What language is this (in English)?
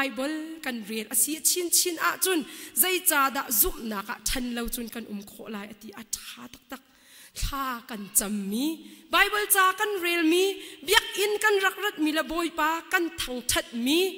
Hakha Chin